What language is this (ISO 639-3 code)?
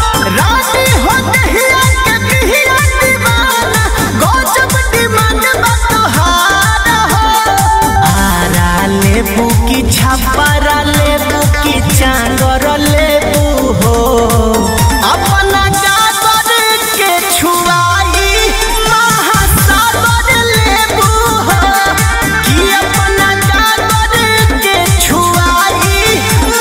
bho